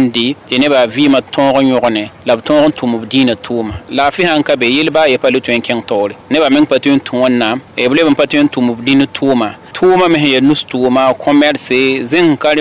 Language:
Mossi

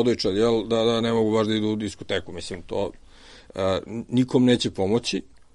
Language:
Serbian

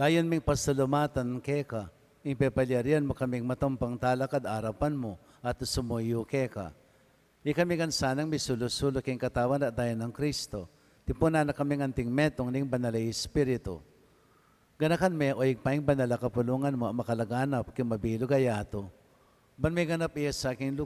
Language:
Pampanga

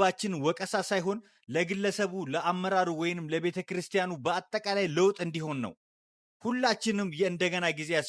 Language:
Amharic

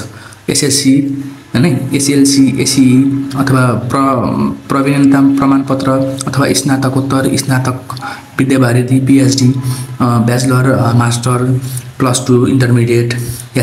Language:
Nepali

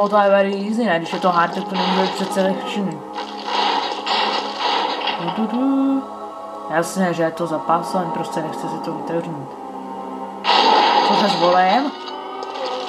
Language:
Czech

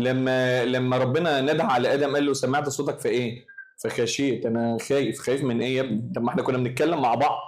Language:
Egyptian Arabic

